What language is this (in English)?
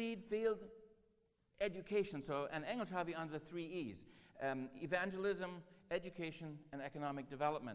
Plautdietsch